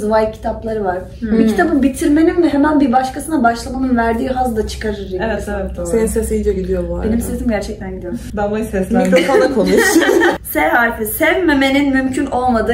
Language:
Turkish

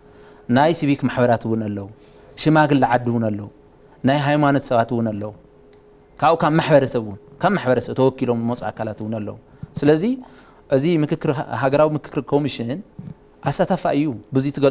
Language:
Tigrinya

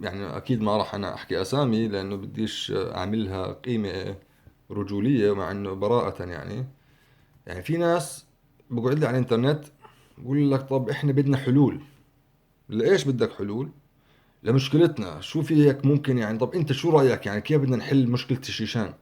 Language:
North Levantine Arabic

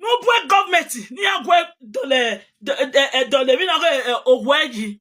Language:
Nigerian Pidgin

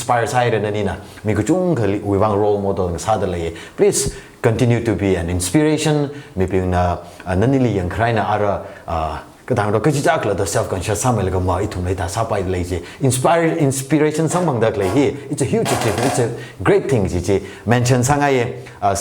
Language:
Tangkhul Naga (India)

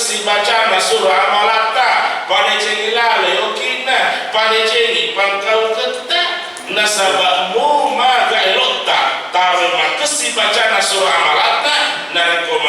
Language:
Buginese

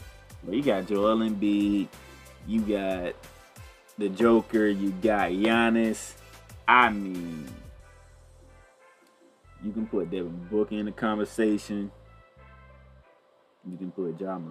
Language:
English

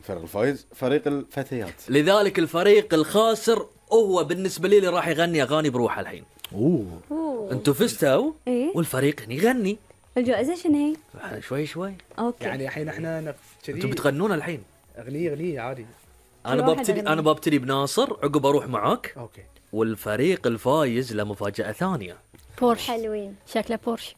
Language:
Gulf Arabic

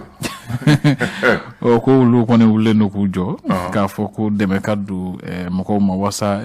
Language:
Bambara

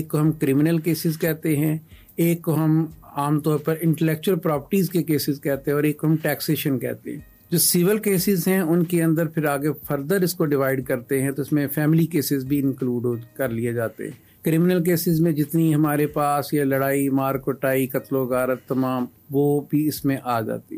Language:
Urdu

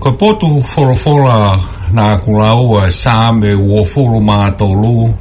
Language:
Tongan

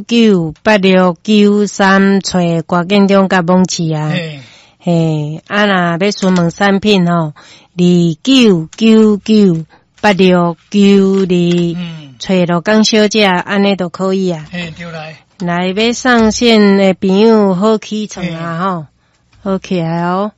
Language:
Min Nan Chinese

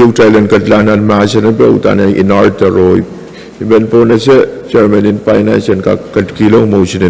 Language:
Pohnpeian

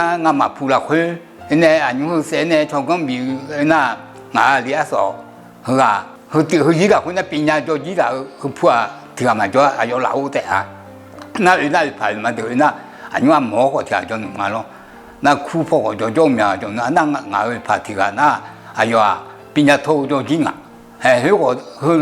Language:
Akha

